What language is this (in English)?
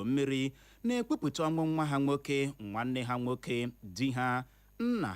Igbo